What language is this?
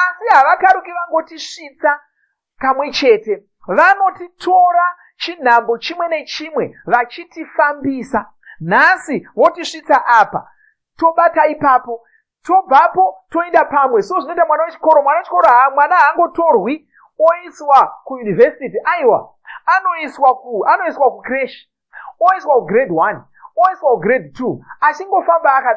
Shona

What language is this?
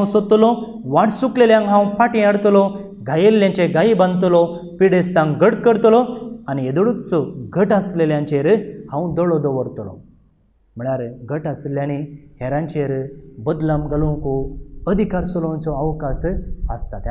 Konkani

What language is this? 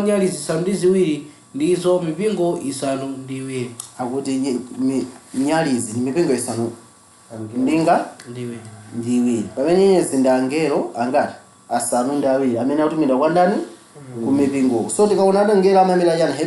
Nyanja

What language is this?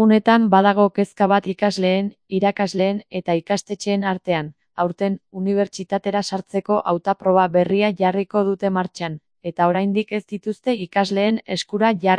Basque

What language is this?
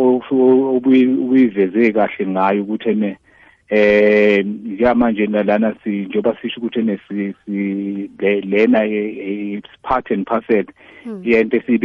South Ndebele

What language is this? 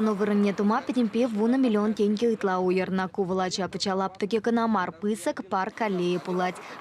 Chuvash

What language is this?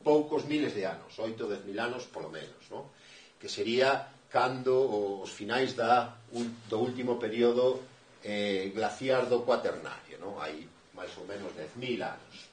Galician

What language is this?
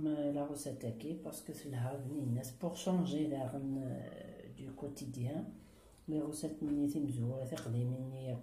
Kabyle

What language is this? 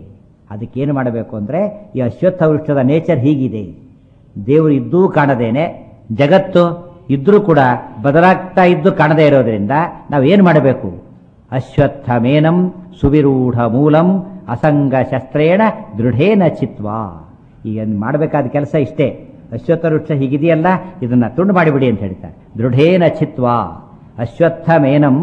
Kannada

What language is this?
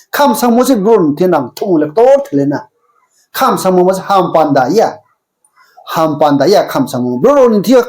Riang (India)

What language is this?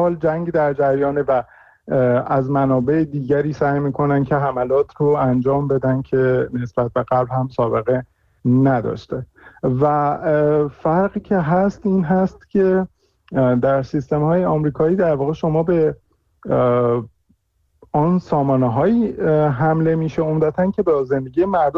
Persian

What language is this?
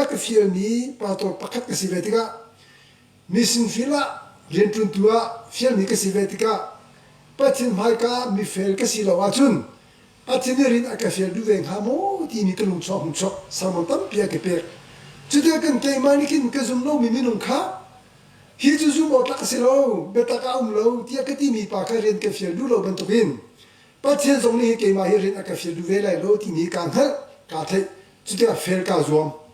Hakha Chin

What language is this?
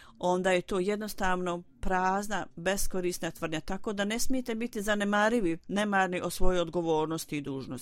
Bosnian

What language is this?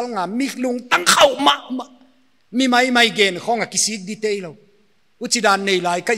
Paite Chin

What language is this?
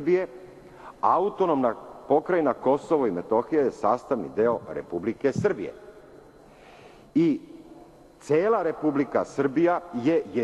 Serbian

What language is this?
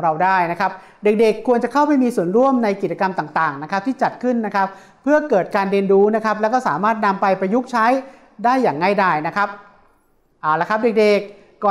Thai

